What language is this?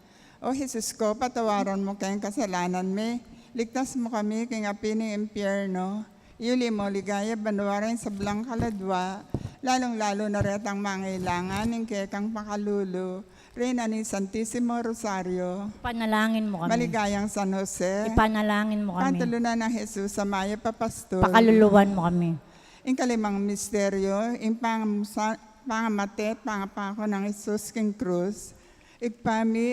Pampanga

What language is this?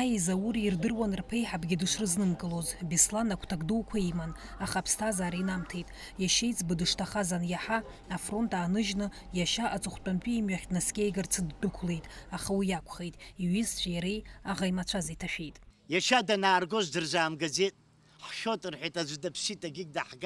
Abkhazian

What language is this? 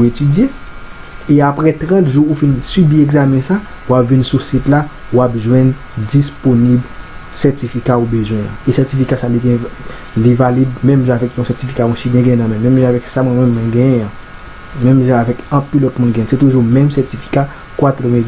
Haitian Creole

